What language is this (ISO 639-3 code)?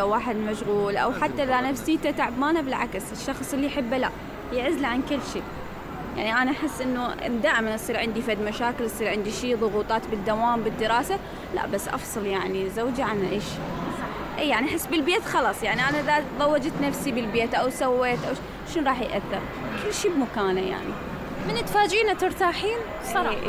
acm